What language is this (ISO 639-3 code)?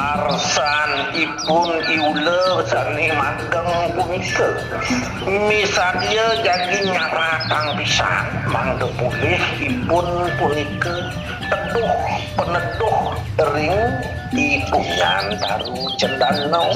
ban